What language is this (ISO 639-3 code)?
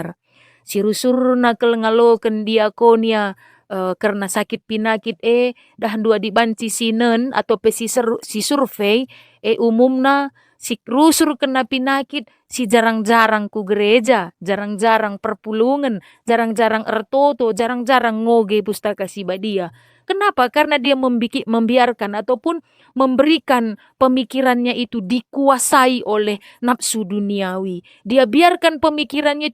btx